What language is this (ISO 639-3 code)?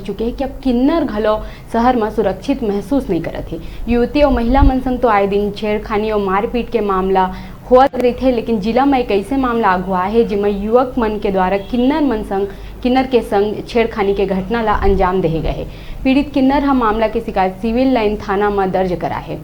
hne